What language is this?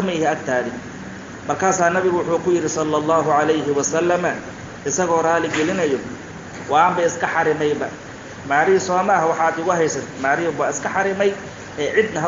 Somali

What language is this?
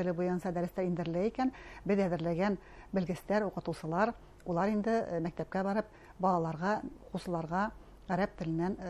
Bashkir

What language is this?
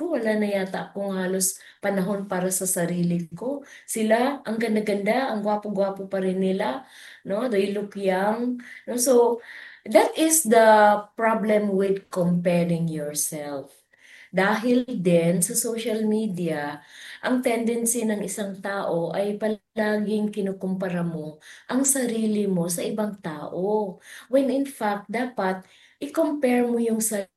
Filipino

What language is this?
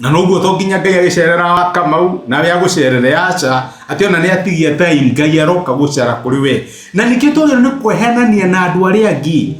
Kikuyu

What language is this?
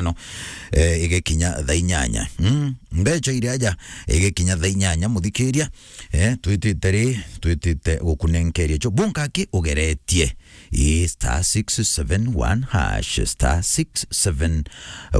Meru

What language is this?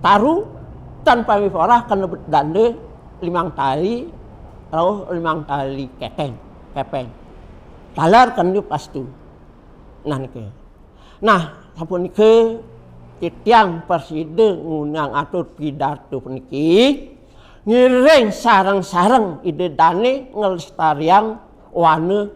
Balinese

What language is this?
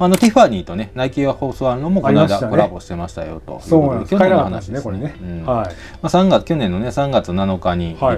Japanese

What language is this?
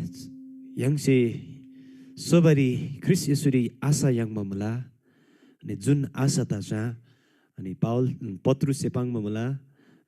Eastern Tamang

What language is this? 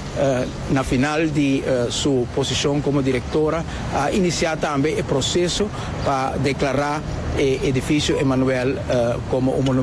Papiamento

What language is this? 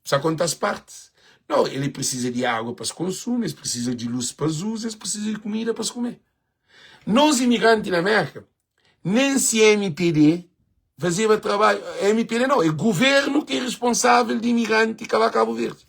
Kabuverdianu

